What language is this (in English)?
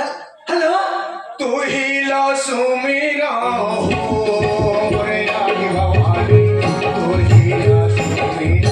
Chhattisgarhi